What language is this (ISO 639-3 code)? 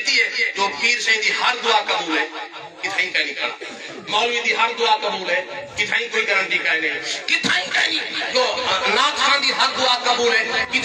skr